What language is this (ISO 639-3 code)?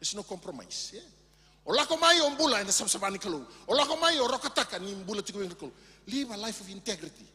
fij